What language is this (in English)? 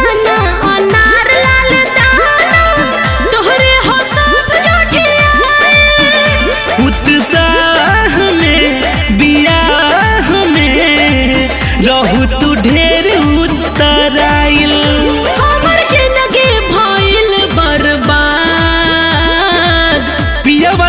Bhojpuri